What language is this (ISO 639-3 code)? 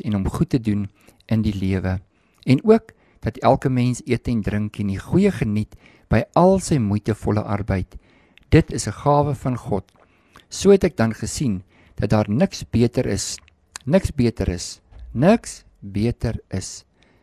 afr